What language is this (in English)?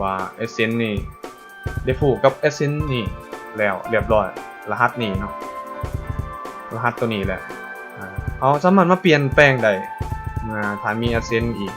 Lao